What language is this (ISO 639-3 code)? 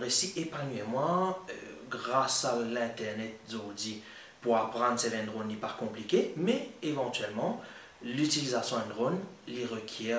mfe